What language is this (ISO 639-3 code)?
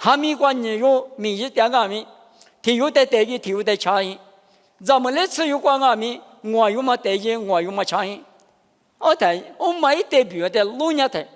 lis